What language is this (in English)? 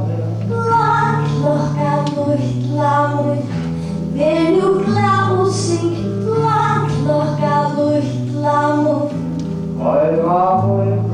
Faroese